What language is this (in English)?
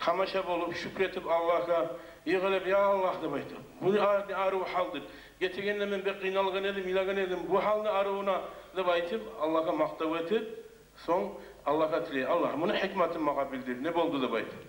Kumyk